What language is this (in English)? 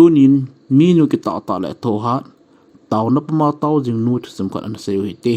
Thado Chin